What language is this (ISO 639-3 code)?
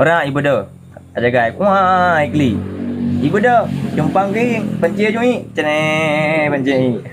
ace